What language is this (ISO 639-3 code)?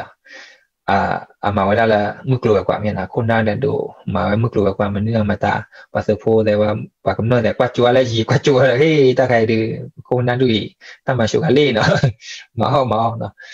ksw